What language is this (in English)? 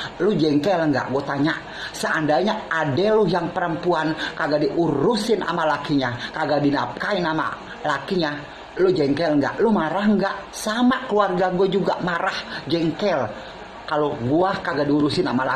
Betawi